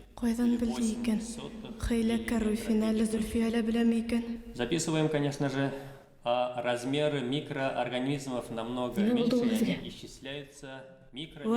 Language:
Bashkir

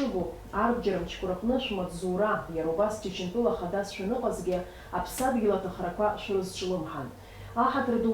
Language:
Abkhazian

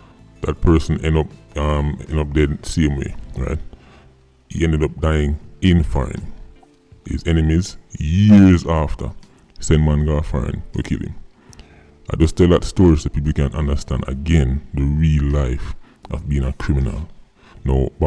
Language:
Jamaican Creole English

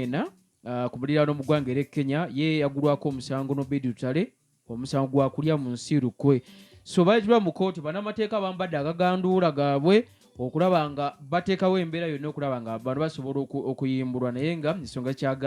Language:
Ganda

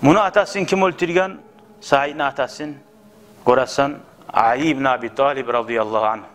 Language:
Kumyk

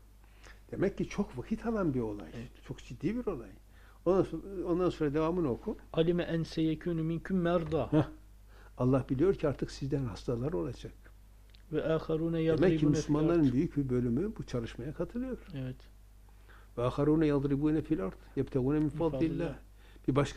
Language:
Turkish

